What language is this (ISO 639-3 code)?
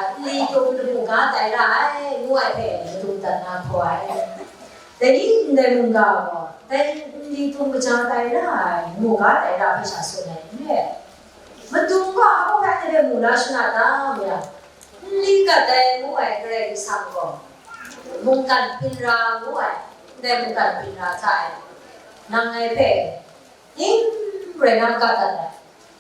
kac